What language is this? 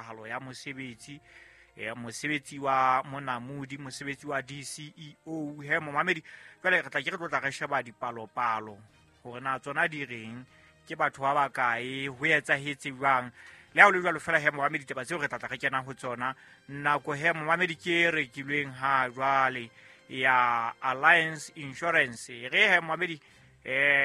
Southern Sotho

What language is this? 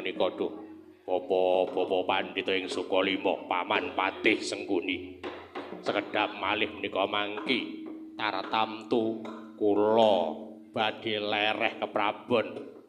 Javanese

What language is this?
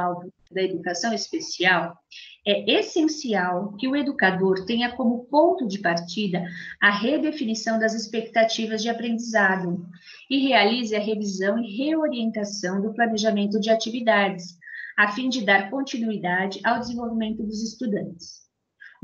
Portuguese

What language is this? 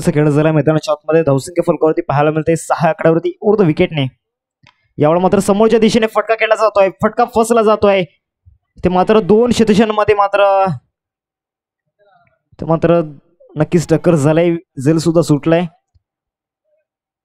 Marathi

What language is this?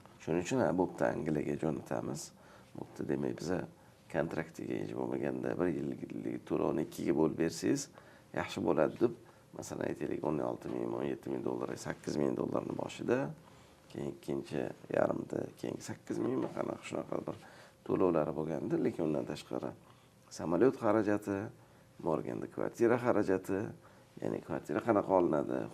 Uzbek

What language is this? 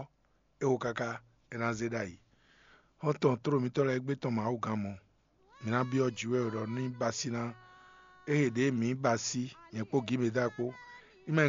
Fon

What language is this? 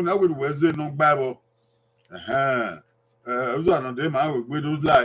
Bini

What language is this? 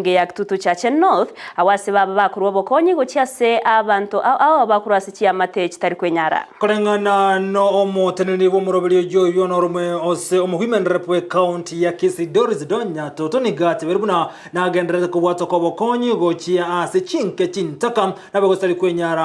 Gusii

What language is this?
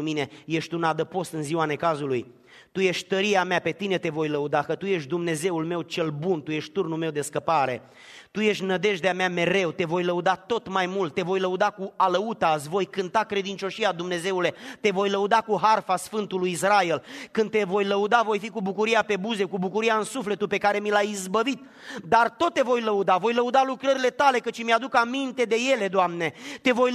Romanian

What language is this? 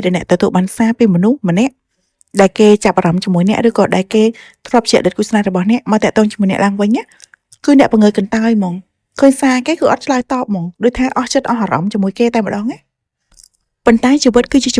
Khmer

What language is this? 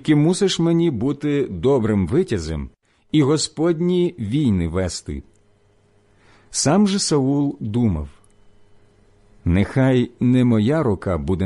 Ukrainian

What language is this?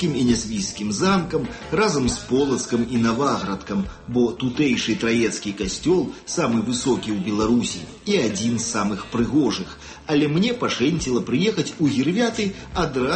Belarusian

